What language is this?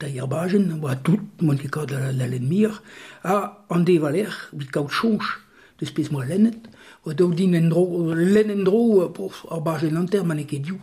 Breton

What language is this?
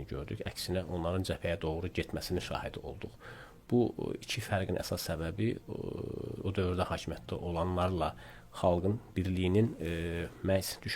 Azerbaijani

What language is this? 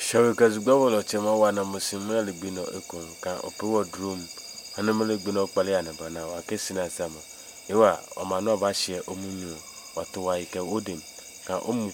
Adangme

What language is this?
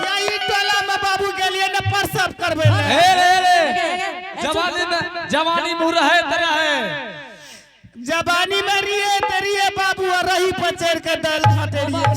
Angika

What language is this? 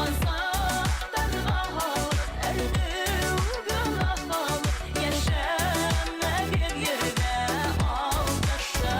Bashkir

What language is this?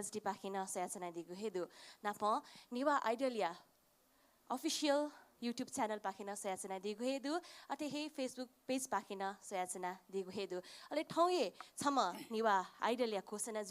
Newari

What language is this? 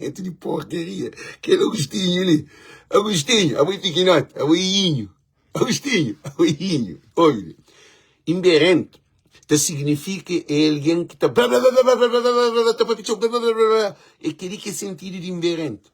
Kabuverdianu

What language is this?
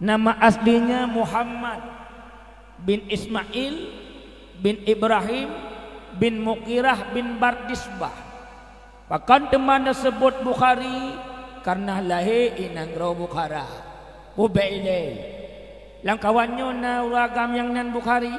Achinese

